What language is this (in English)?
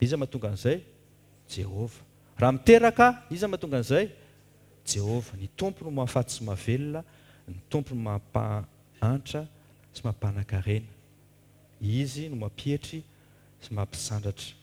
Malagasy